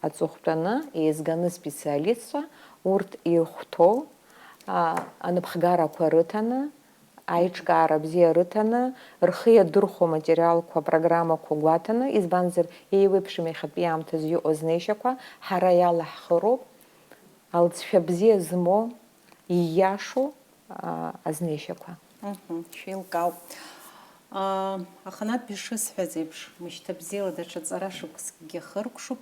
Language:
Abkhazian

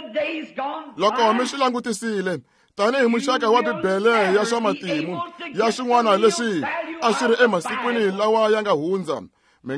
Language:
Tsonga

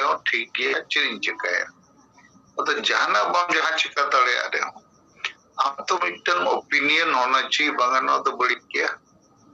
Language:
Santali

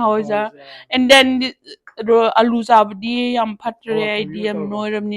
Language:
Manipuri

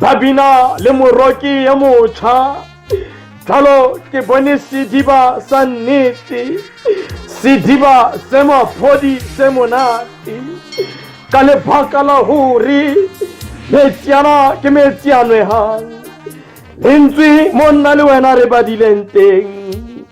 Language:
Southern Sotho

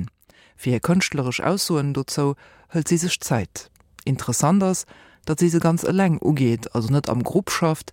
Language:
Luxembourgish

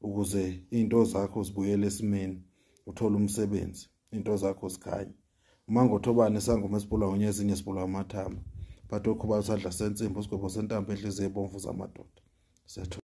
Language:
Zulu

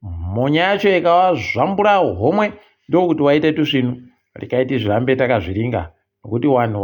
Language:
Ndau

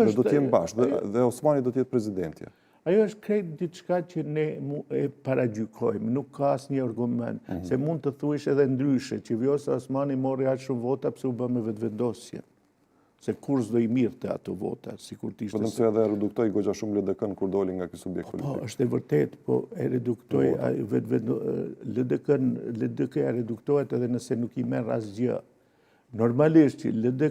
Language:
Albanian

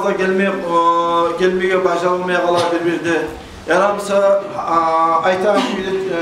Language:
Kumyk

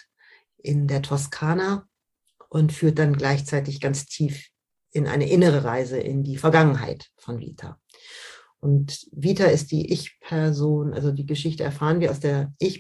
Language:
German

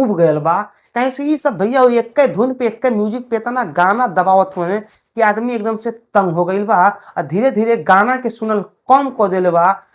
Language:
Bhojpuri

